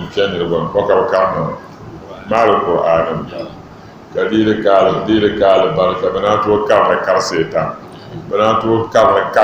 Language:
Dagbani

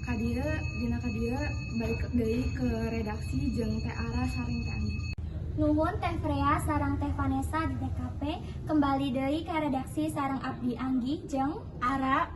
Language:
Sundanese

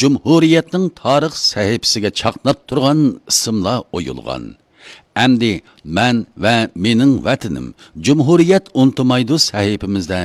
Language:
Uyghur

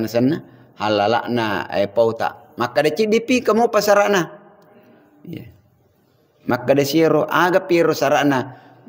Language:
Buginese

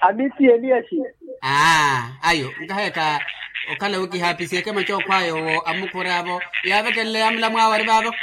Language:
Makhuwa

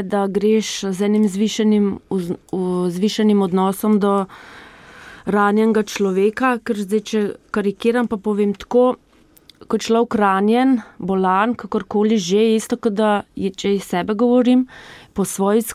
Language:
Slovenian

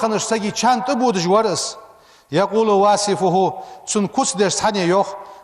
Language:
Ingush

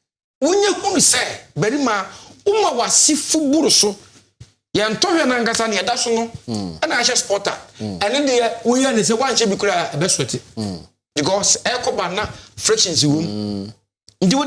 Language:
Akan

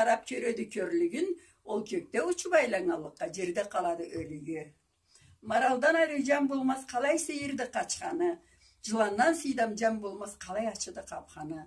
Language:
Karachay-Balkar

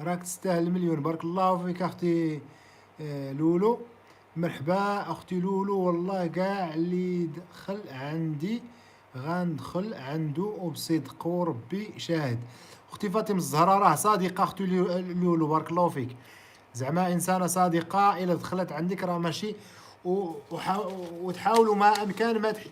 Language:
Moroccan Arabic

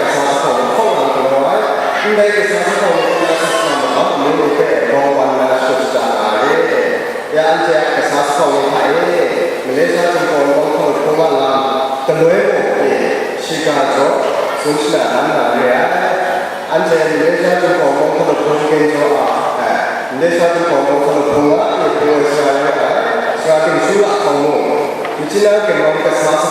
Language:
Kachin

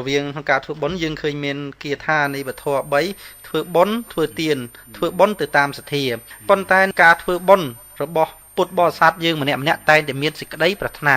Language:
Khmer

